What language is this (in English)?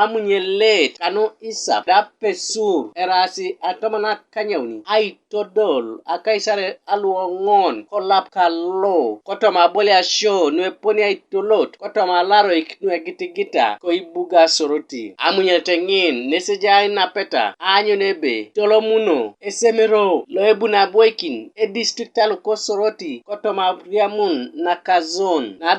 Teso